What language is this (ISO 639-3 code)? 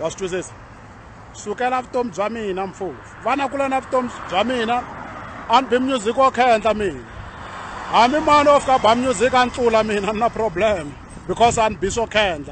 tso